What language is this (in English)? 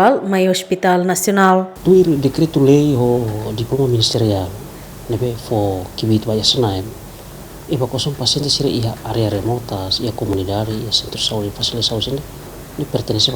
Tetum